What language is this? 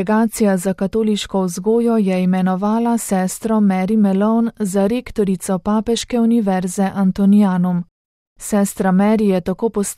Slovenian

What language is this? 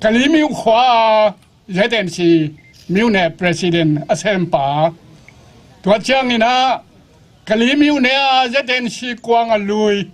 Tedim Chin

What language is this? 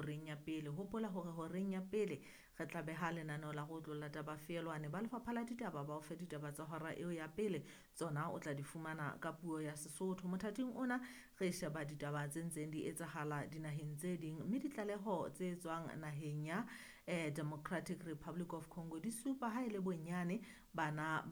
Southern Sotho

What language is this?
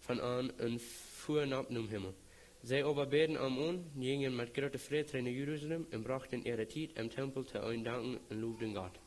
Plautdietsch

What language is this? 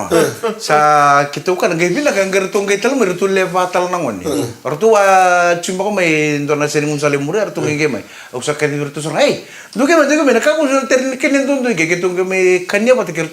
Fijian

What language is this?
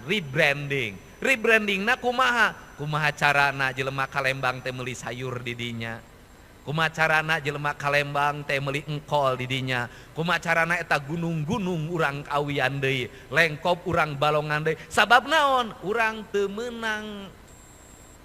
Sundanese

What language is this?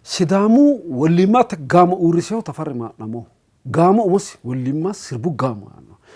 Sidamo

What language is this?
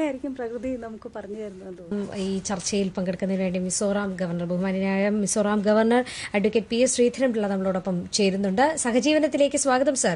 Malayalam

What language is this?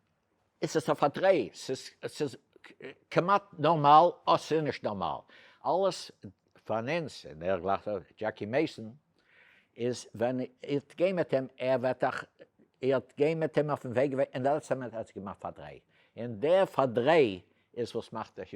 Yiddish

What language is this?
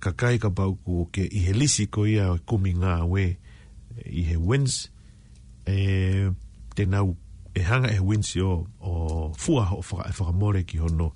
Tongan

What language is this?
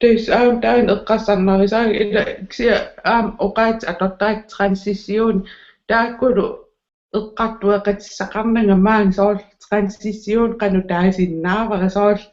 Kalaallisut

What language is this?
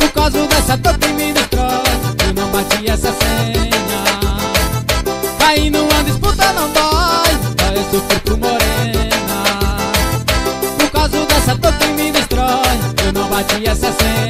Portuguese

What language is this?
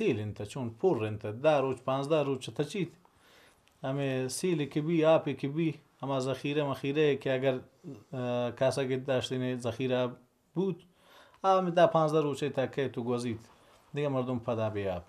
Baluchi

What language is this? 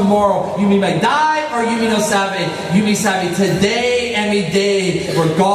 Tok Pisin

